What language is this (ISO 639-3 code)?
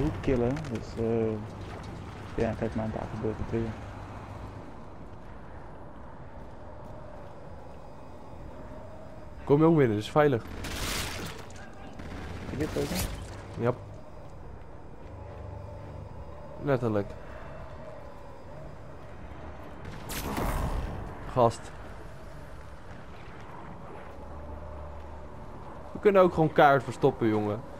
nld